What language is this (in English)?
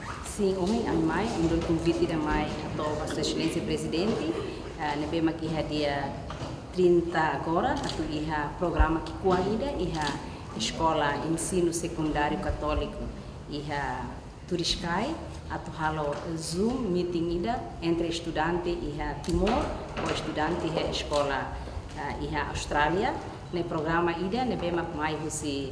Tetum